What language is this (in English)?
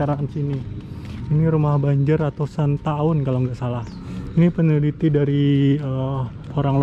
Banjar